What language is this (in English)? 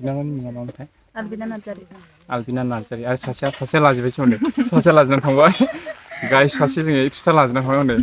Bodo